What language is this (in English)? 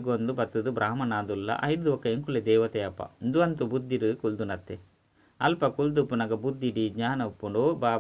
Tulu